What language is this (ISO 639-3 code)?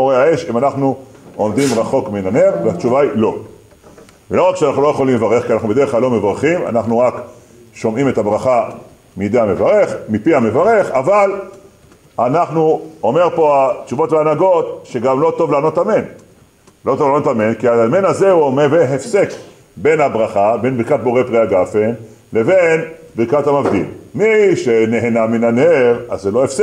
heb